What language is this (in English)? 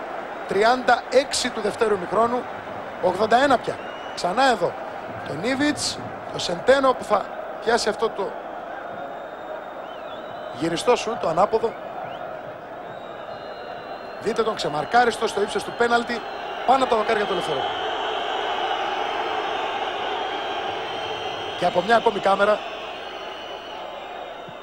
Greek